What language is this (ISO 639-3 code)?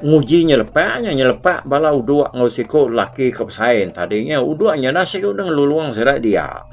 iba